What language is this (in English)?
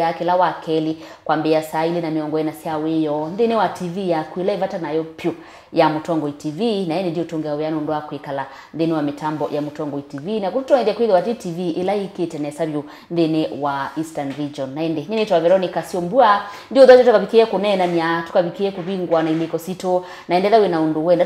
Kamba